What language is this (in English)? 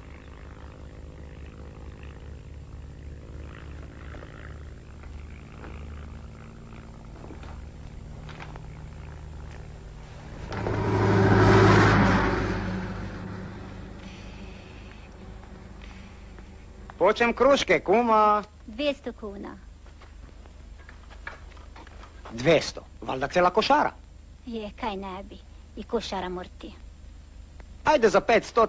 Croatian